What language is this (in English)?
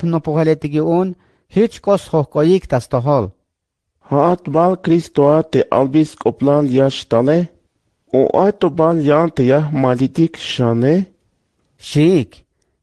Tzeltal